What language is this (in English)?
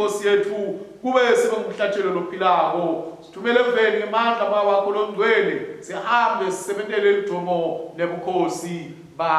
Swati